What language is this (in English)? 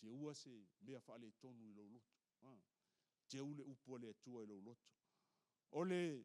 Samoan